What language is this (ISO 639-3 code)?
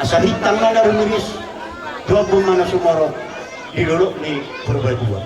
bbc